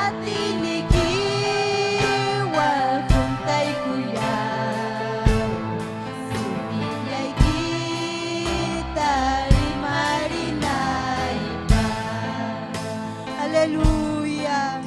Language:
Ayacucho Quechua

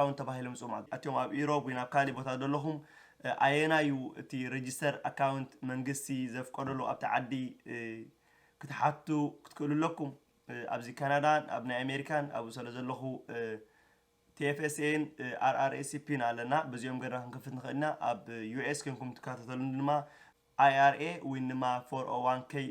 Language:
Tigrinya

